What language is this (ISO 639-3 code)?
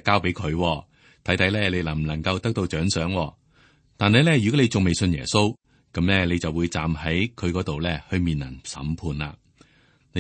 yue